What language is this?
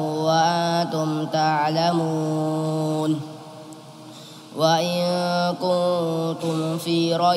Indonesian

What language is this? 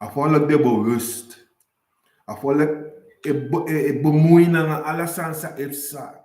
Sranan Tongo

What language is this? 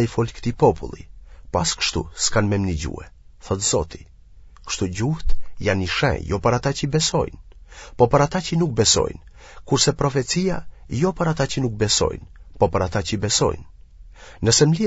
Albanian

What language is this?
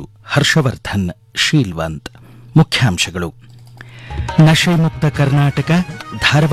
Kannada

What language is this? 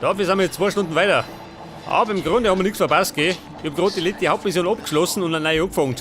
Bavarian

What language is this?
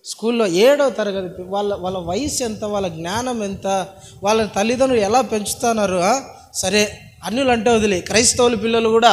Telugu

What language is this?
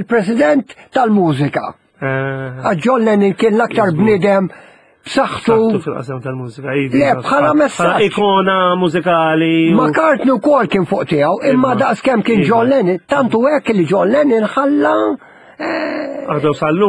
Maltese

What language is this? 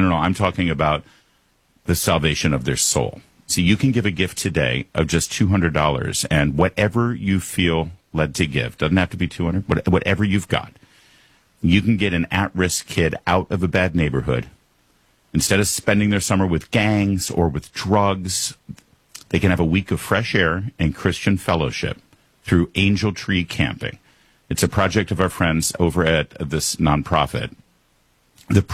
English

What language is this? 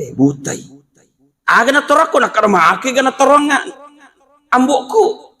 Buginese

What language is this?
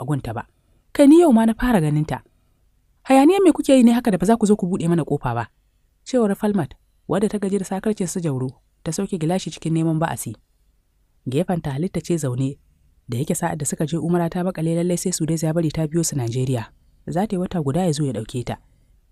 Hausa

